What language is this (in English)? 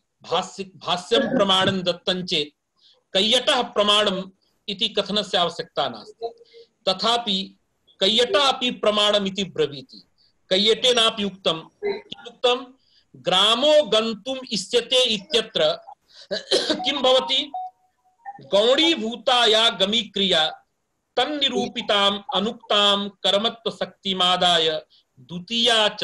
Sanskrit